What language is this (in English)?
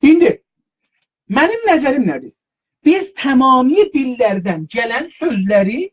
South Azerbaijani